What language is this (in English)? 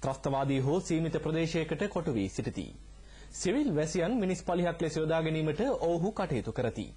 Sinhala